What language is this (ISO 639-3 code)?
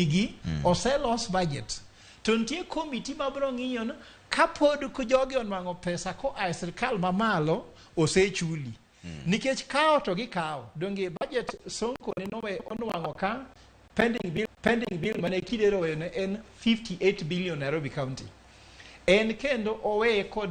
luo